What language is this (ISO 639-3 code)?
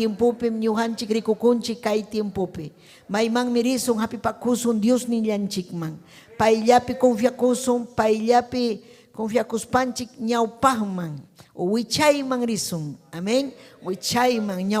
quy